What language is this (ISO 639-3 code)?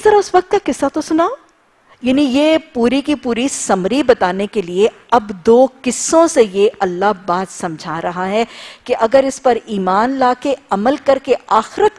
urd